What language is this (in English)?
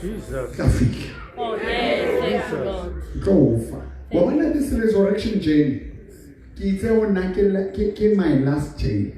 Southern Sotho